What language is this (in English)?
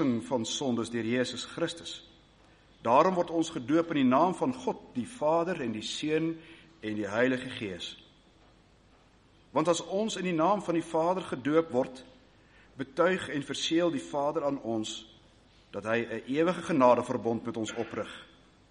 Afrikaans